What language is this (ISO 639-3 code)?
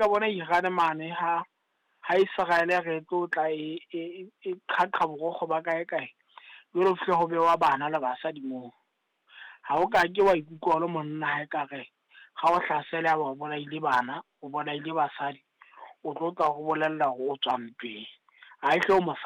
sot